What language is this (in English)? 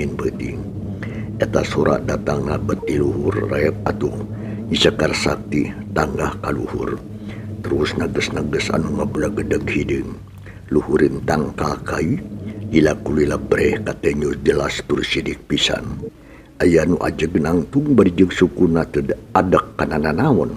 Sundanese